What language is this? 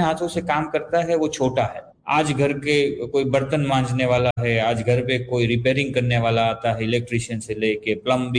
Hindi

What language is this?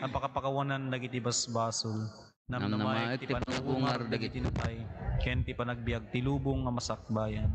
Iloko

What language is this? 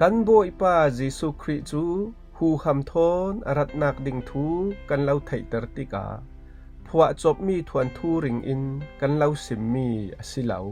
Falam Chin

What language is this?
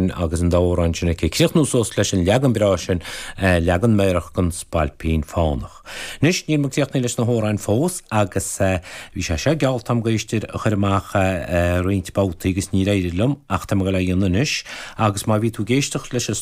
Irish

